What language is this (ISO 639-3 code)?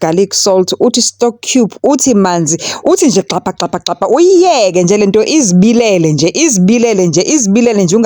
zul